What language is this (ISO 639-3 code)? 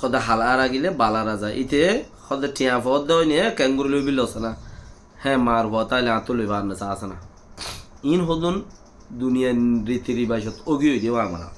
rhg